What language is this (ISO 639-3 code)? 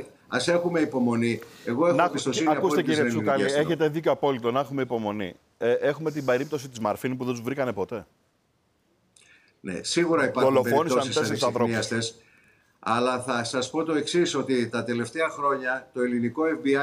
ell